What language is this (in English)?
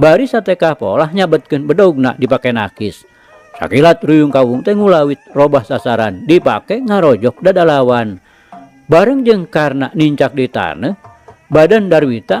Sundanese